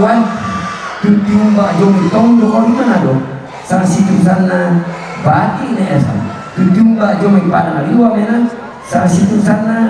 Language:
Toraja-Sa'dan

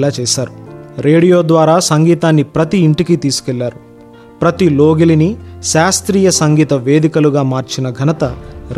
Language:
Telugu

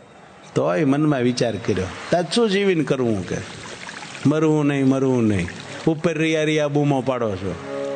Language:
Gujarati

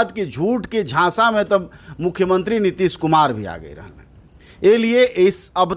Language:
Bhojpuri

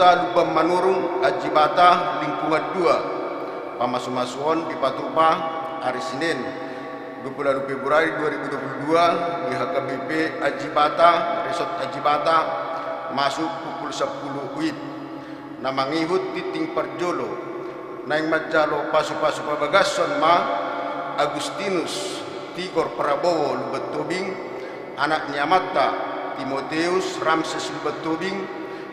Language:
Batak Toba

